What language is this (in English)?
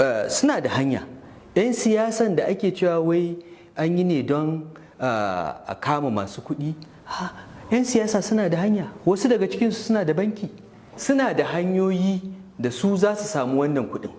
Hausa